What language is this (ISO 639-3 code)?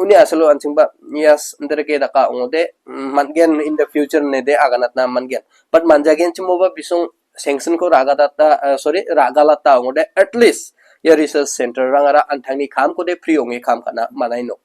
grt